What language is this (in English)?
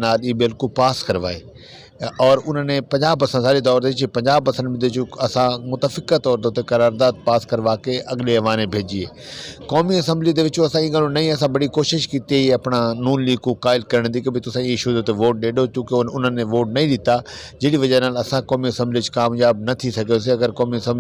Saraiki